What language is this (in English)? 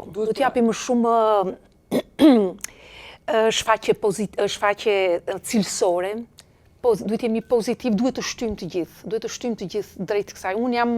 Albanian